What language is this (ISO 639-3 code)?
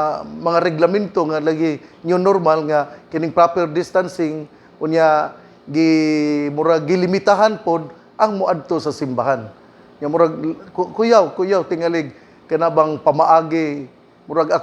ceb